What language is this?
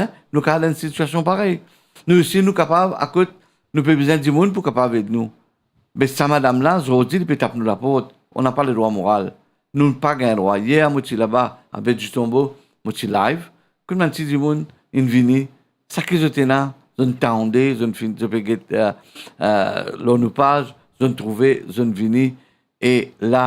Morisyen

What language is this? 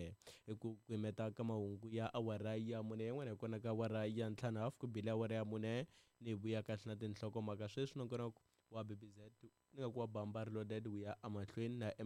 Tsonga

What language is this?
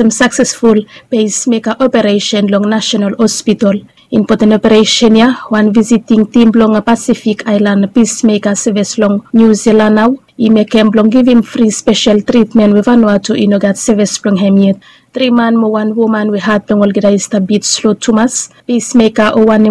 Bislama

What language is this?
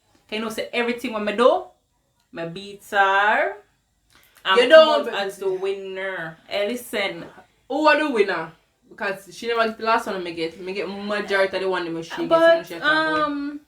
Jamaican Creole English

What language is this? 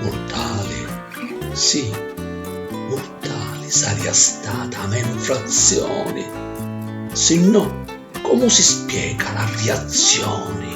Sicilian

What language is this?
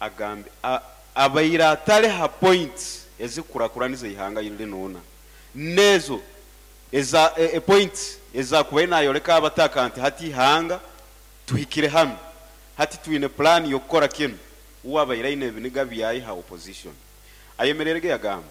Nyoro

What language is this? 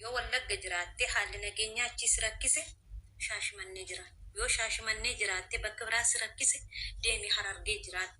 Oromo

